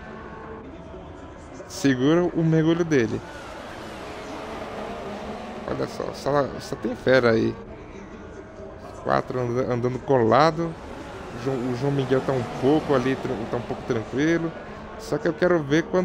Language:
Portuguese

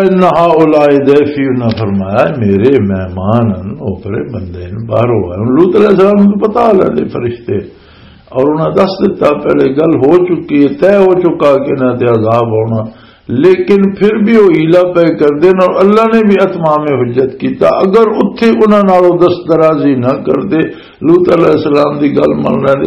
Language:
Western Panjabi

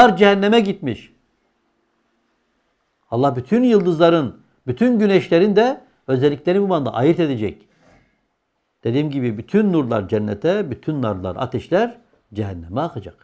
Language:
Turkish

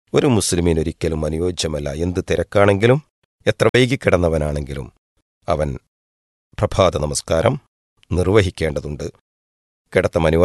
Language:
Malayalam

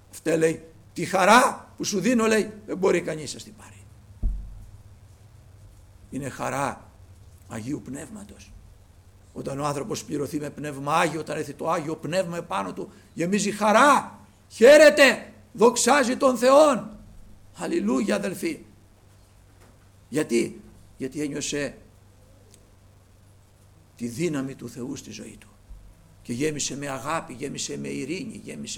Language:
Greek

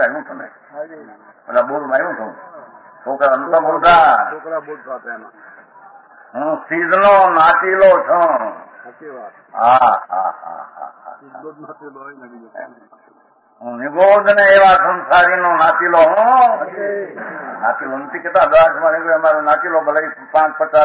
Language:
Gujarati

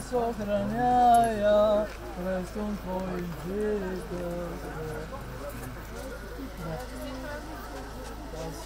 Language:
Bulgarian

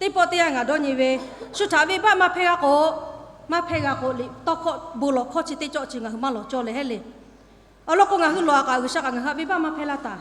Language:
Lahu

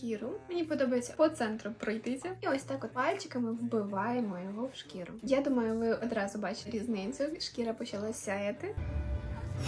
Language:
Ukrainian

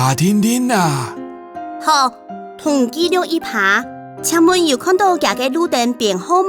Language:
Hakka Chinese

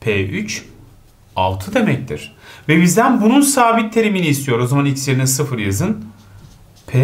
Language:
Turkish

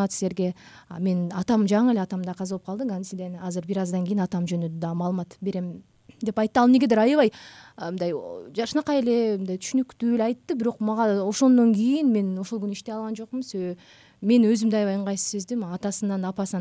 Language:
Kyrgyz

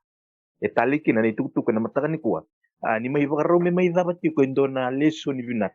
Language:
Fijian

